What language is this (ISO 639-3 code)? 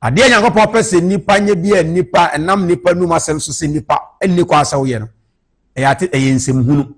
aka